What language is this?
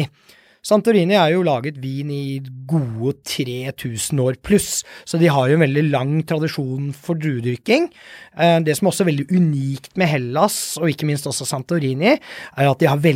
Norwegian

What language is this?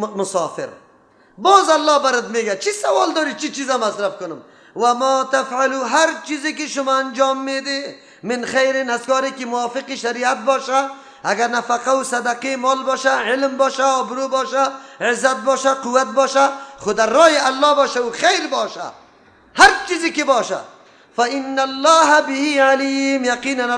Persian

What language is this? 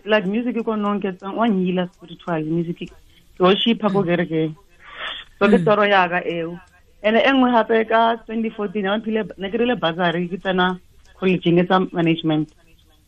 Tswana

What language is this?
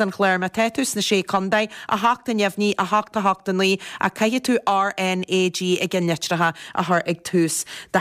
Irish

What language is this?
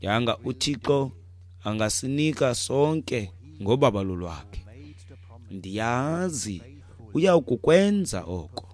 Xhosa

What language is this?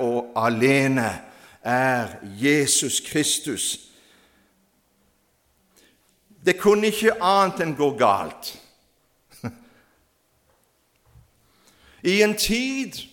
Norwegian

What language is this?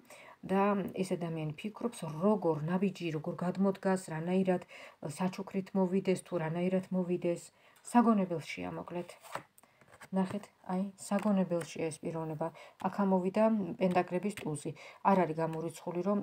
Georgian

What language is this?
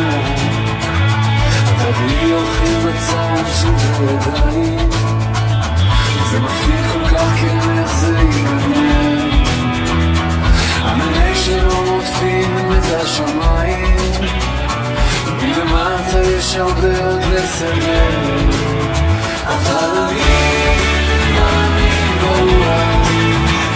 Hebrew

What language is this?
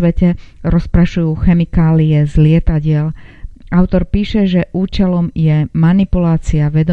Slovak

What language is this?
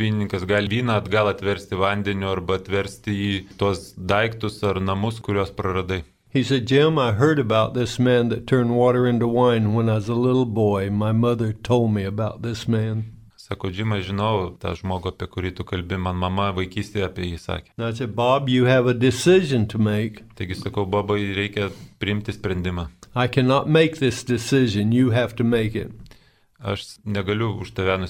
Lithuanian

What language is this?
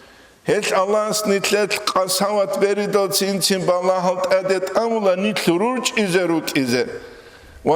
Avaric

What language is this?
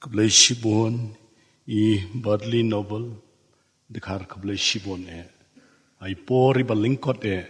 Khasi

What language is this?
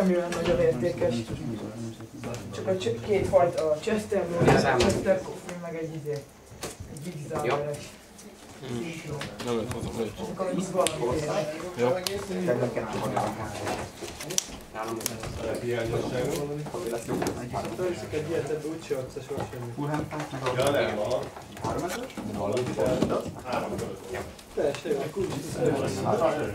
Hungarian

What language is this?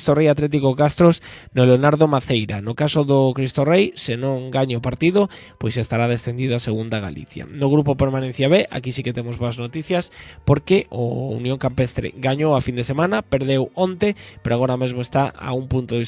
Galician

